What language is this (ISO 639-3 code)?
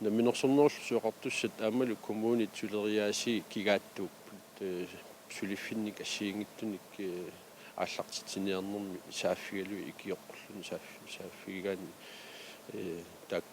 kal